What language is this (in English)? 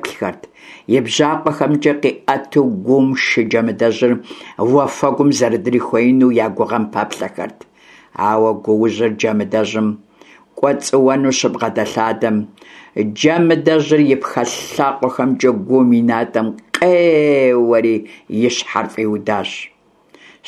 Kabardian